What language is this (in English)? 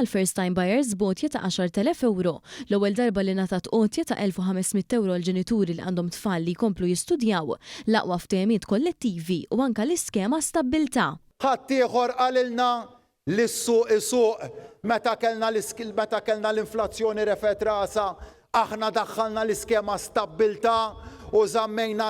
Maltese